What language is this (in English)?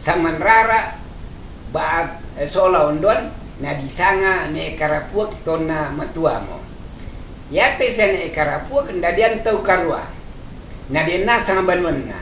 Toraja-Sa'dan